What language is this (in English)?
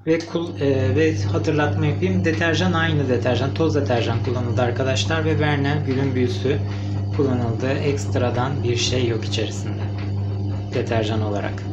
Turkish